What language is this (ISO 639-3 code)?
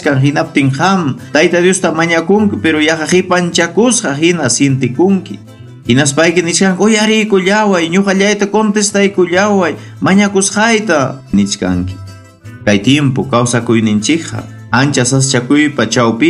quy